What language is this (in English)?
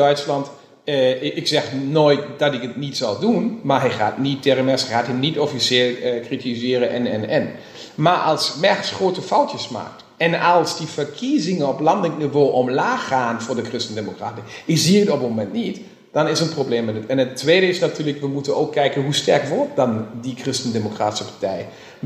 Dutch